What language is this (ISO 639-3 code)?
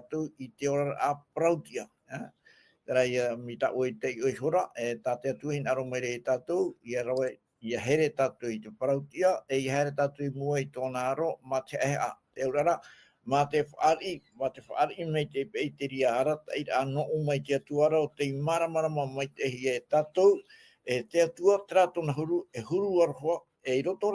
tah